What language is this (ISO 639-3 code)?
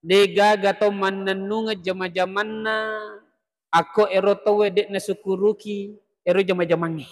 bug